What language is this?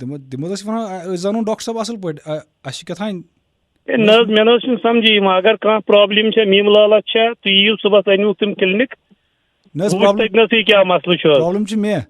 Kashmiri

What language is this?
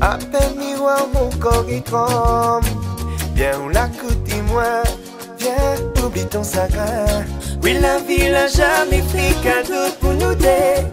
Réunion Creole French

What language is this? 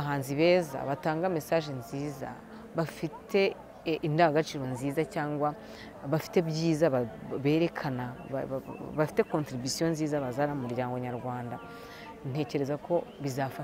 Kinyarwanda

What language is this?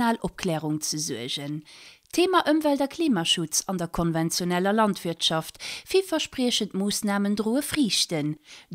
Luxembourgish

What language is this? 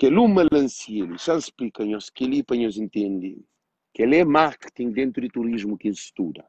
Kabuverdianu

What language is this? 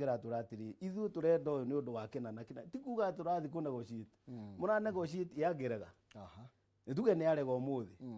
Kikuyu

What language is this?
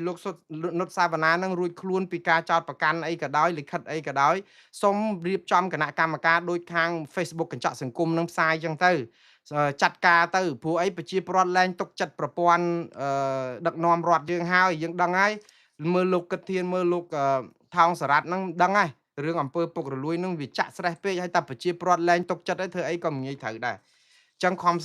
Khmer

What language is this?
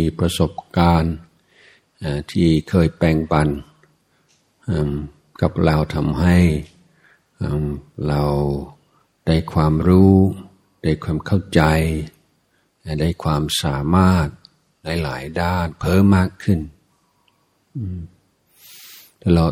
Thai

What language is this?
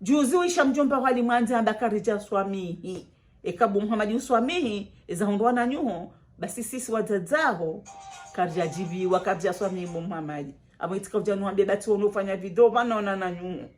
Ngazidja Comorian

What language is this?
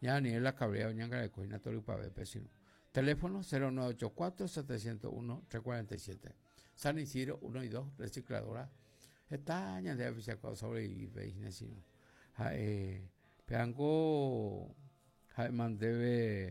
Guarani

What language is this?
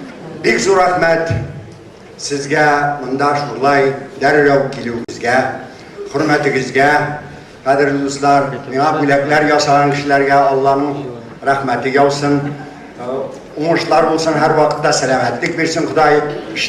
Tatar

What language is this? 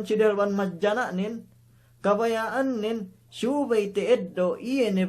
Yakan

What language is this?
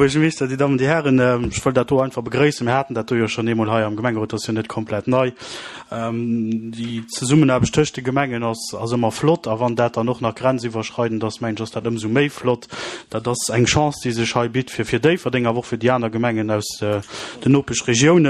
Luxembourgish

